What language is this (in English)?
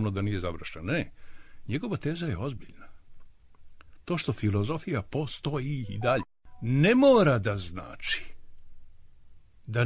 Serbian